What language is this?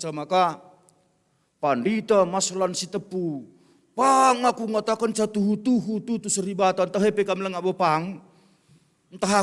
Batak Karo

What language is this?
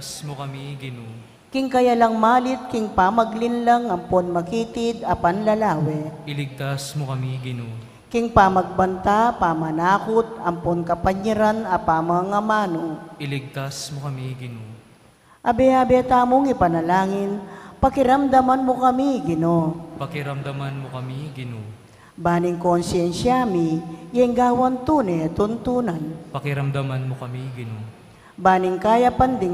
Pampanga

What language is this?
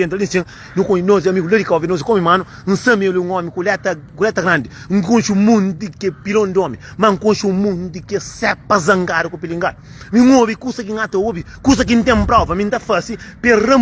Kabuverdianu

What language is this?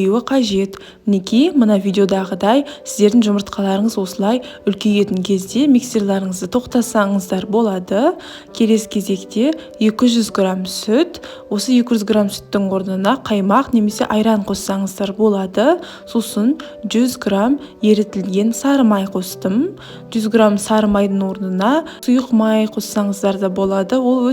Kazakh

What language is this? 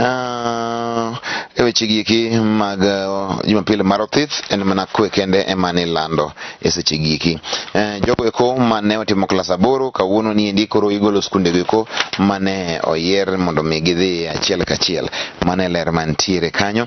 Luo (Kenya and Tanzania)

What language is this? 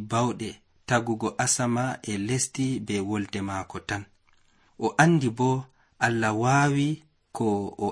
Nigerian Fulfulde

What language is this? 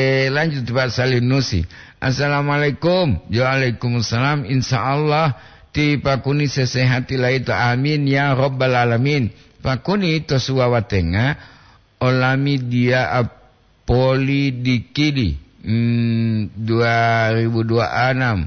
Gorontalo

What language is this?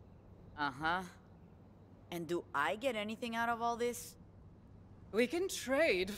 French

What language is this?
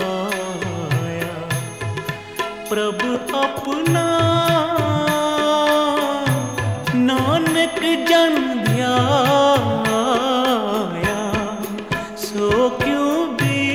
Punjabi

